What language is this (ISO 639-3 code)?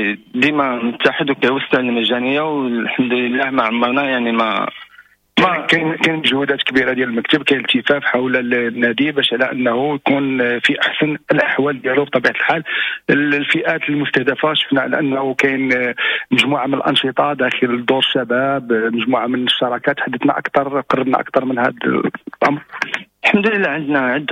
ary